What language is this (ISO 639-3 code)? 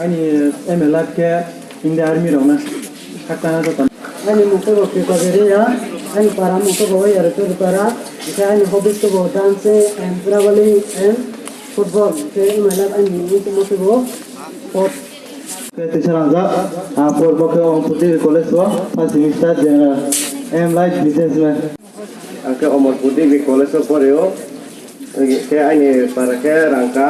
ria